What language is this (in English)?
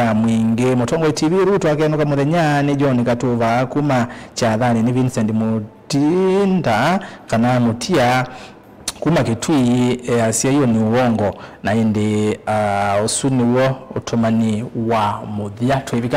Kamba